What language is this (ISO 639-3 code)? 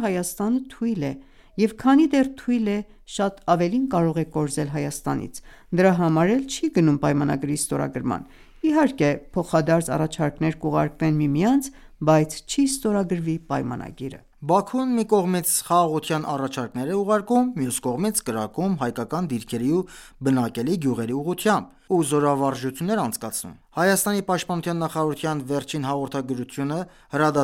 hye